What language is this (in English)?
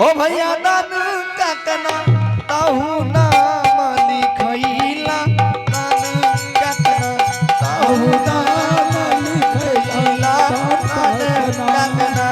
Angika